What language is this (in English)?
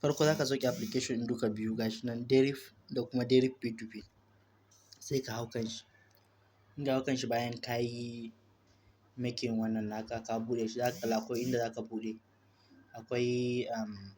Hausa